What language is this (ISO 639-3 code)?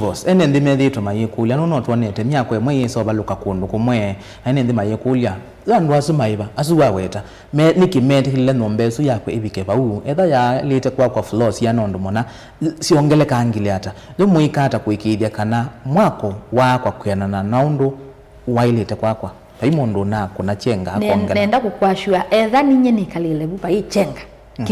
kam